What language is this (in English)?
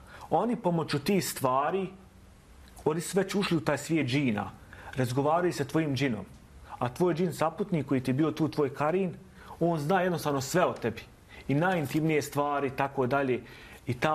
Bosnian